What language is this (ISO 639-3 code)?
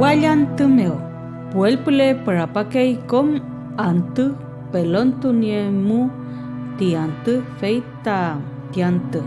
arn